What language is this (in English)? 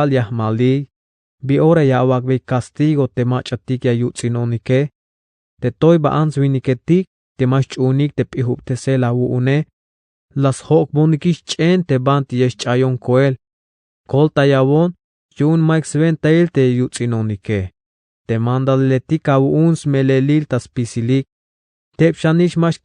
Tzeltal